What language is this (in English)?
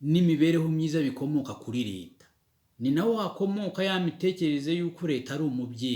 Kinyarwanda